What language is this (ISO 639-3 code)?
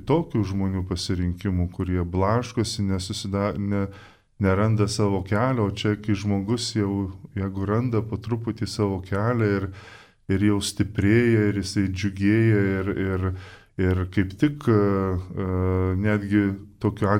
lit